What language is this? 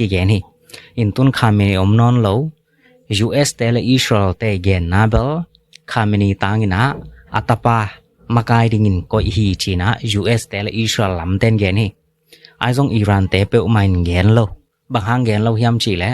Tedim Chin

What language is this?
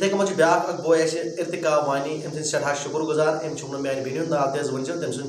Kashmiri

